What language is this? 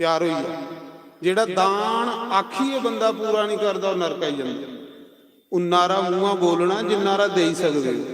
Dogri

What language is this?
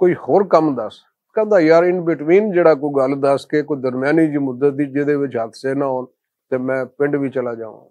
Western Panjabi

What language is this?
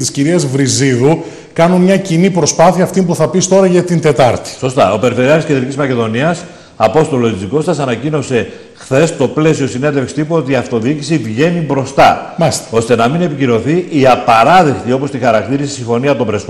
Greek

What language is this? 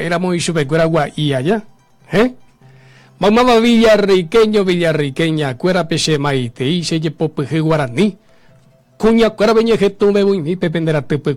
Guarani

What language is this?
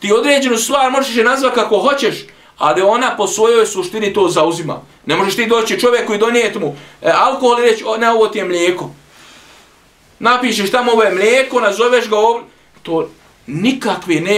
Bosnian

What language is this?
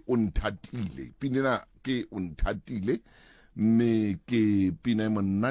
Southern Sotho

